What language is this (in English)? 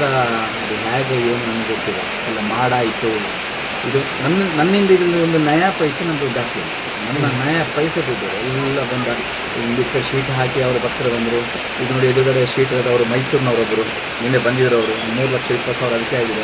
Kannada